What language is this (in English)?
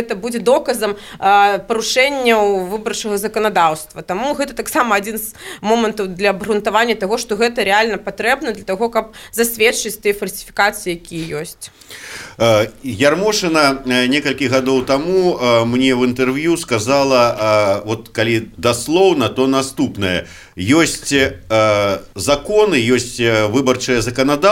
Belarusian